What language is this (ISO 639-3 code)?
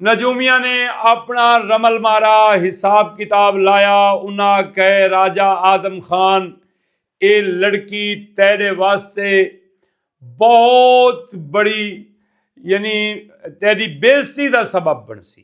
skr